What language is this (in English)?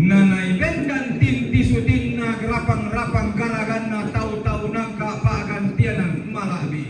Toraja-Sa'dan